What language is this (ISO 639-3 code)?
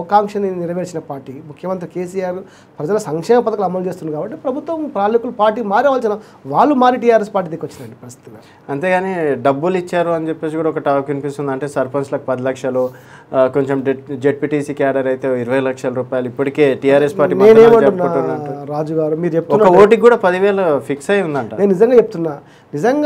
tel